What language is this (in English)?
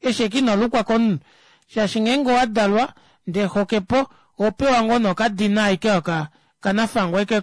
Kuanyama